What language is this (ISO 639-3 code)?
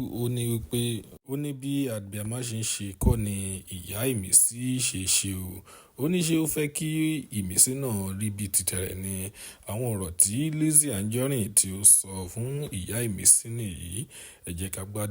yor